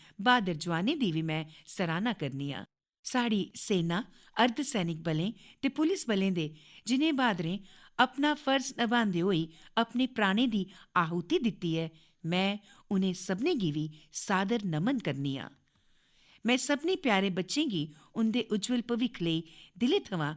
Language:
Dogri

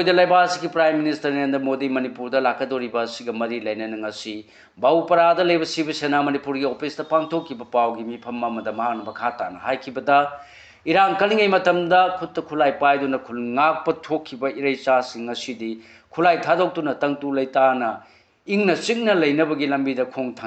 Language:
Manipuri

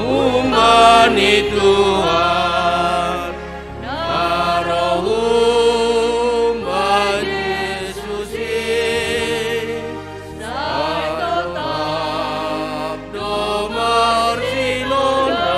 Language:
Batak Simalungun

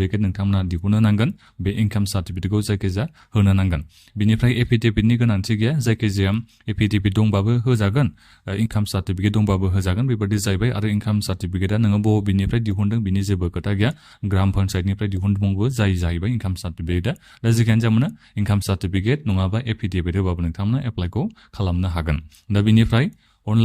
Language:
Bodo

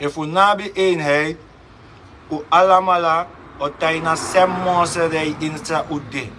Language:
Sranan Tongo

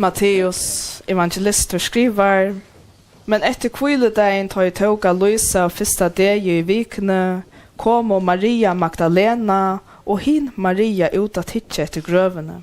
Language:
Faroese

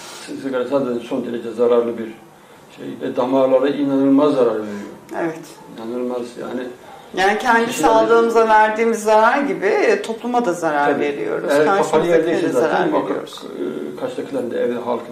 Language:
Turkish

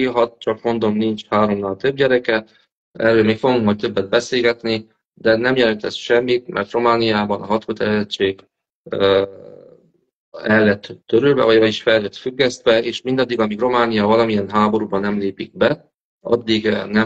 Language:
Hungarian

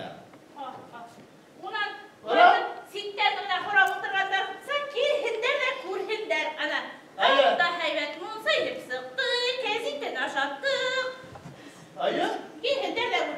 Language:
Bashkir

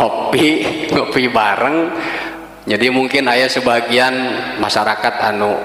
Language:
Sundanese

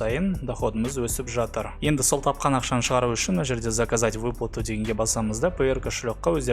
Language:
Kazakh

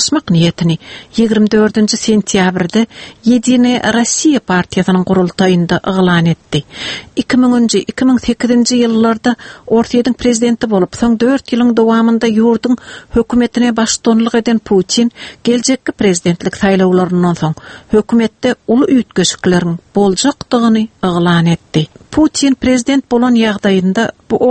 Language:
Turkmen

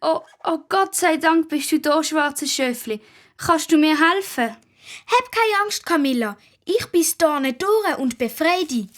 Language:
Swiss German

